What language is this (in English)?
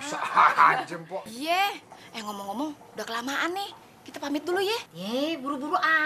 Betawi